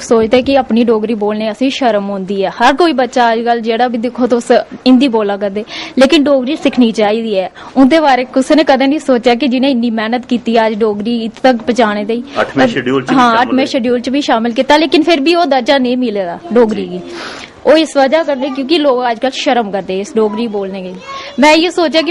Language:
Dogri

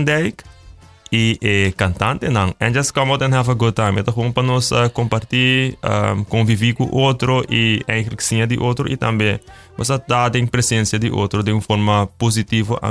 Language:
Papiamento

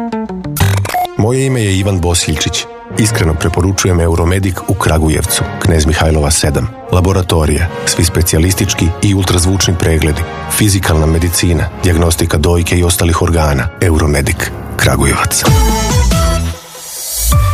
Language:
Serbian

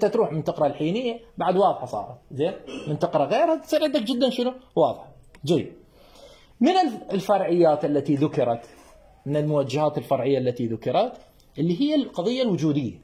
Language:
Mesopotamian Arabic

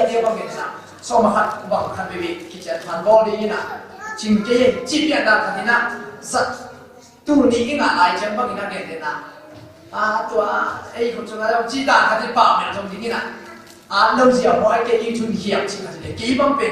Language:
Tedim Chin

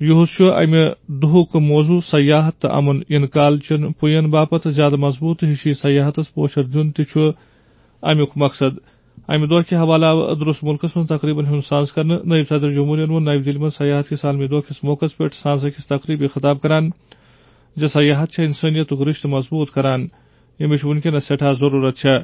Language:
Kashmiri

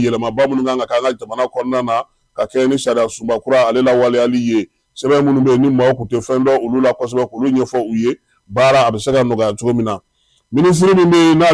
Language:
Bambara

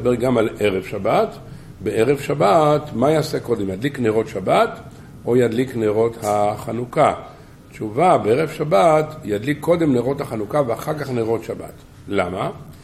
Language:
Hebrew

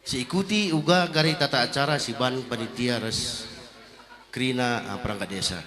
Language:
Batak Karo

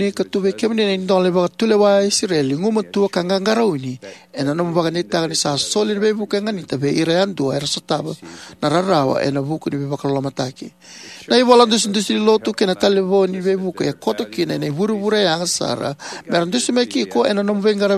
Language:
Fijian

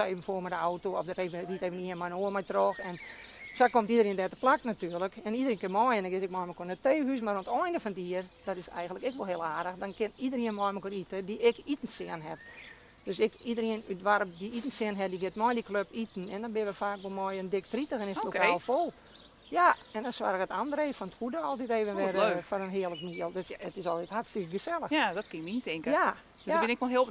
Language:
Western Frisian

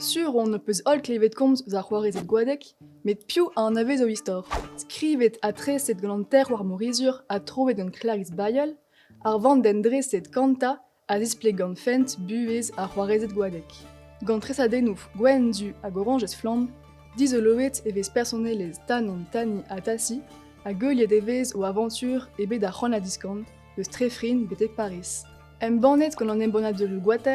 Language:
Breton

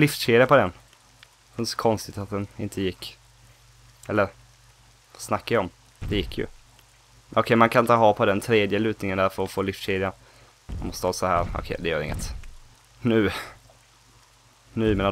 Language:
Swedish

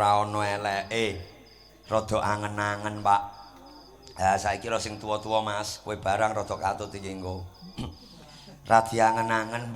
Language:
Javanese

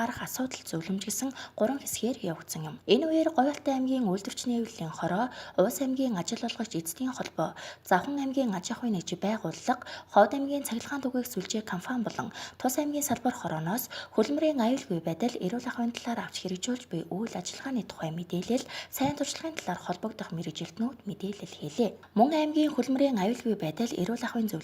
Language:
Mongolian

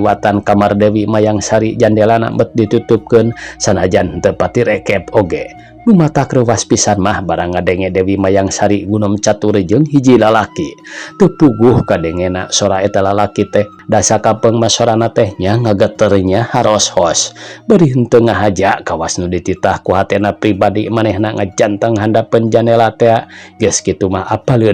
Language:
Sundanese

